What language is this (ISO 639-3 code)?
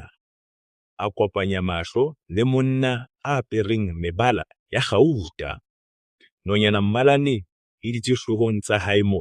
sot